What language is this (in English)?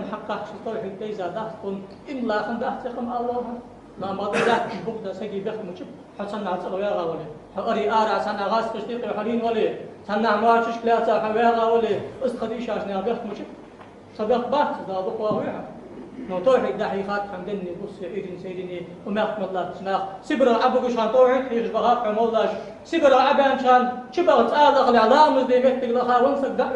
Ingush